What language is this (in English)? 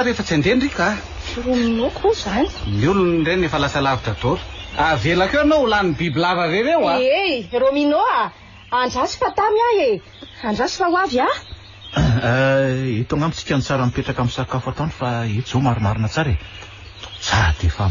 Malagasy